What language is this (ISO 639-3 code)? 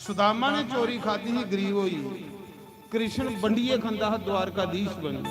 doi